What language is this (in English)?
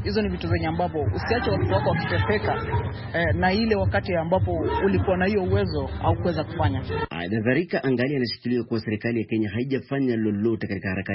Swahili